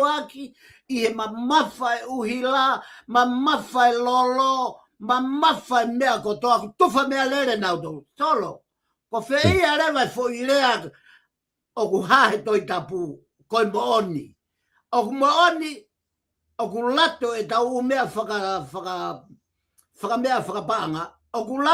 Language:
Tongan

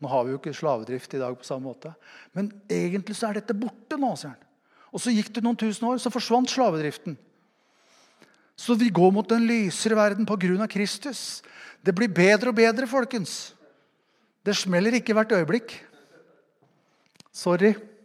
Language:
Norwegian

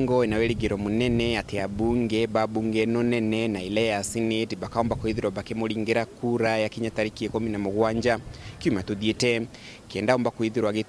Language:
Meru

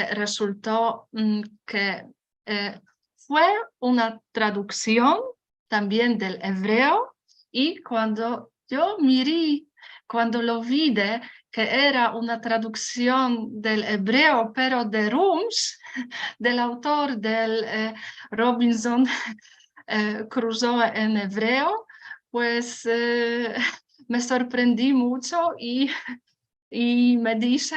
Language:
Ladino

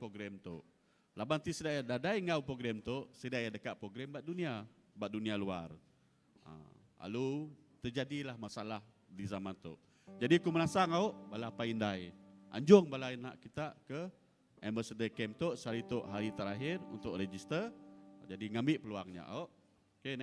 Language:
Iban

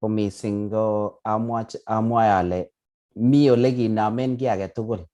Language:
Kalenjin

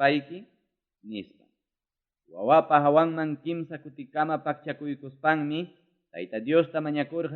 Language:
Ayacucho Quechua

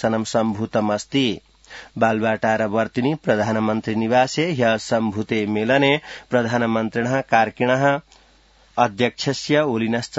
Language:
Sanskrit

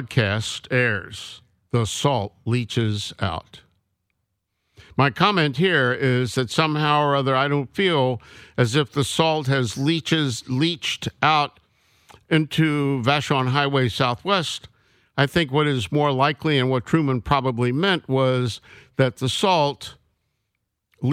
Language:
English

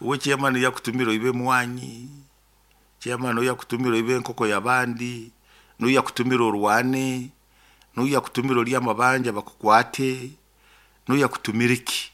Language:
Nyoro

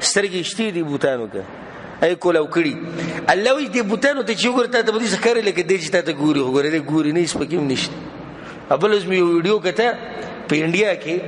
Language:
Pashto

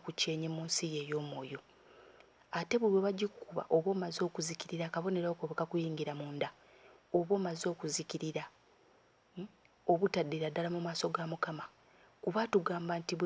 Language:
Ganda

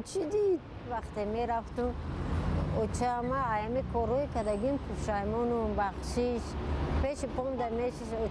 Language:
Tajik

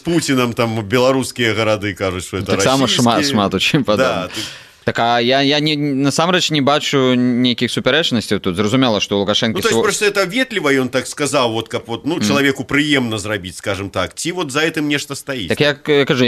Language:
Belarusian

